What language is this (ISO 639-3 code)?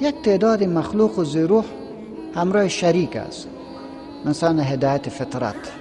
fas